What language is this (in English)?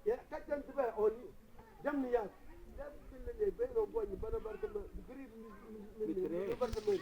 Mabaan